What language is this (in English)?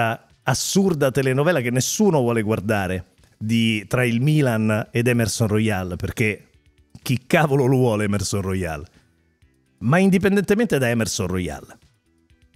Italian